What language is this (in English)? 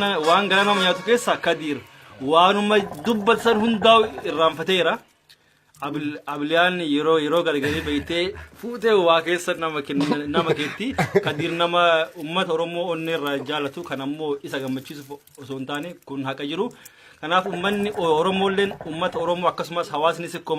Oromo